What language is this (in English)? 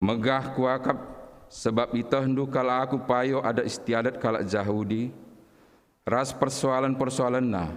Batak Karo